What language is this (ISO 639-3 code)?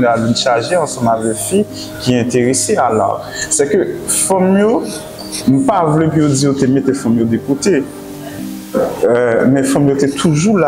hat